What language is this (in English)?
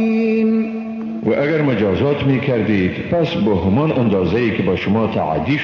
Persian